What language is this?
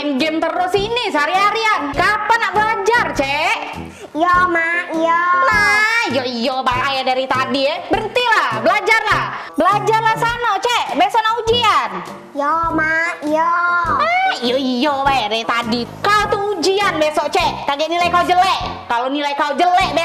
Musi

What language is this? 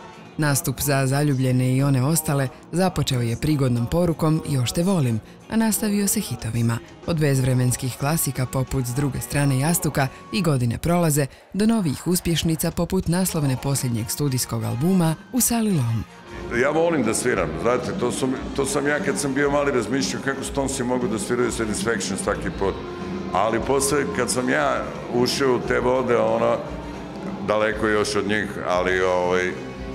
Croatian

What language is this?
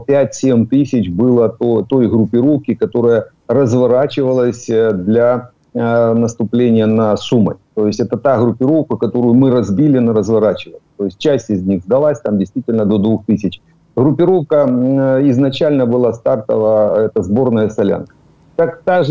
Russian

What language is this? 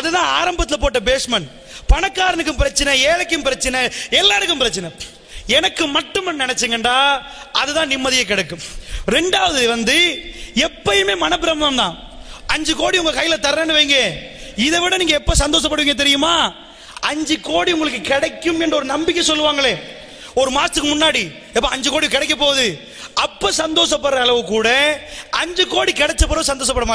Tamil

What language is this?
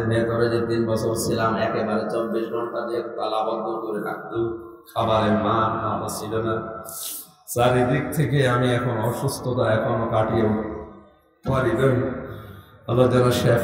Bangla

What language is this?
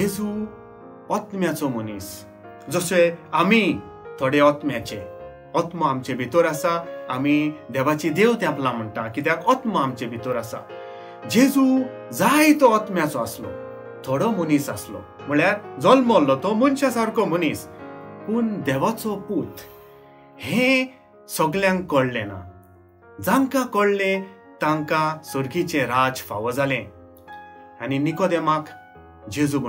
Konkani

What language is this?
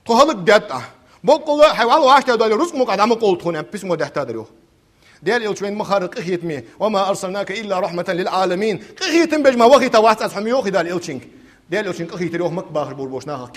Ingush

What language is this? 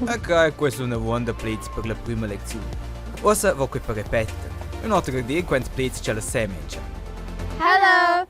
Romansh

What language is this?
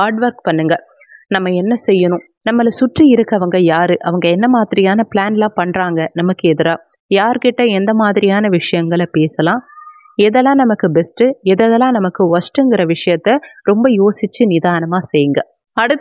Tamil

